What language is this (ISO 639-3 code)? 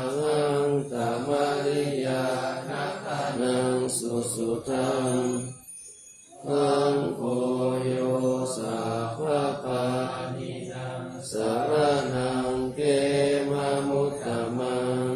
pli